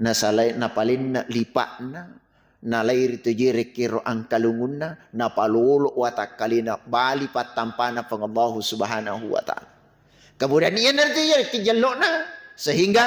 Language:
Buginese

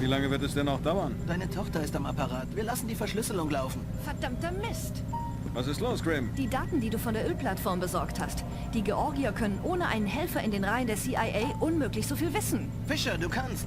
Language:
Bavarian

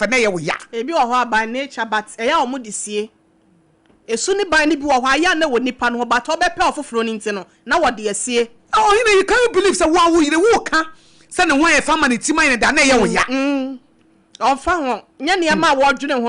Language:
Akan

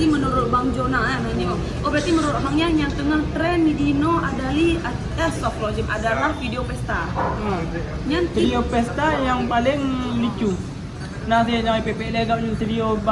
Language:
Achinese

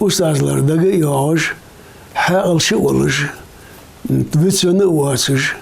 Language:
Ingush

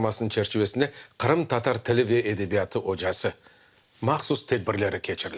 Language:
Crimean Tatar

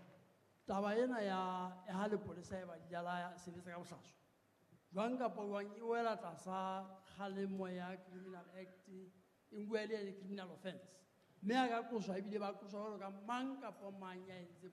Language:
Southern Sotho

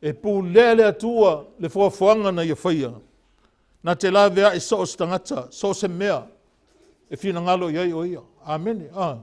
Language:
Samoan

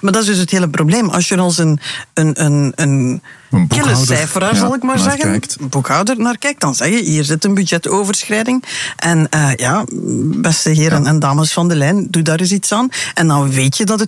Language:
Dutch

